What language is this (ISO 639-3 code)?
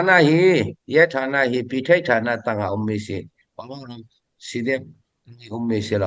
cfm